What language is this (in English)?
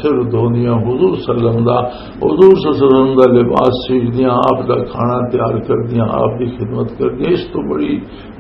Western Panjabi